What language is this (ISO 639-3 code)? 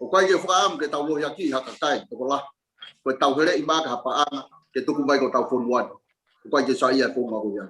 ton